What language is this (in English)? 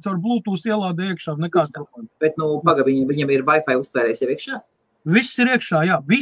Latvian